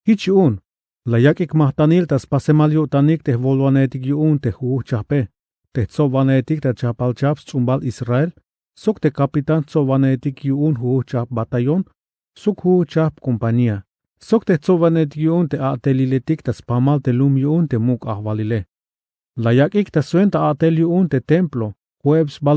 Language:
Tzeltal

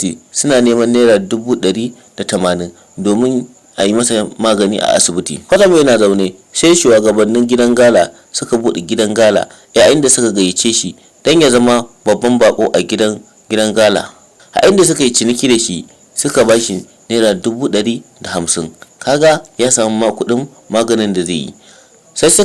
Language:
Hausa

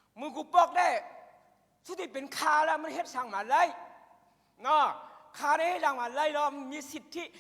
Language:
Shan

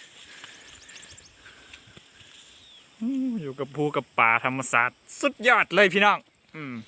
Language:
Lao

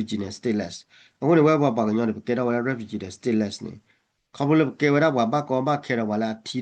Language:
S'gaw Karen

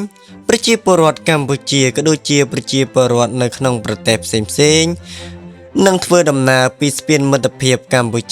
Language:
Khmer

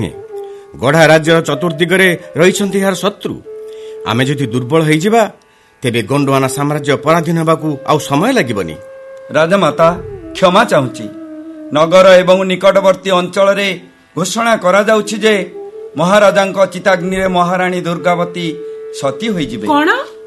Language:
Odia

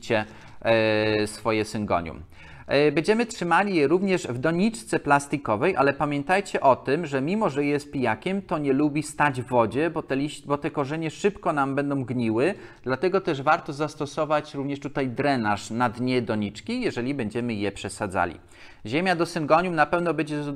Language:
Polish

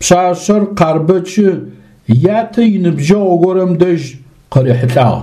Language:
Adyghe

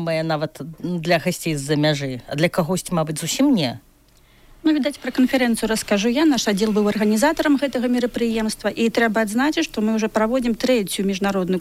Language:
Belarusian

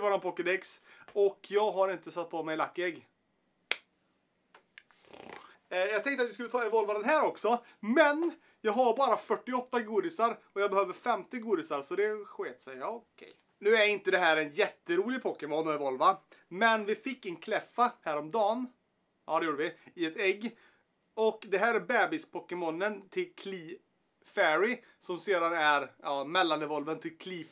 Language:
Swedish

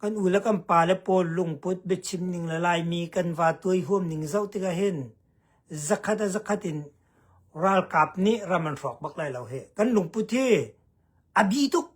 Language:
Hakha Chin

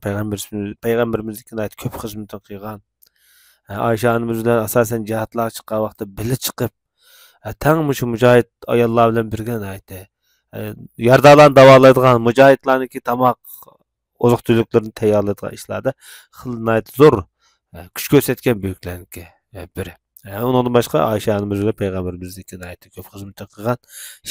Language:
Uyghur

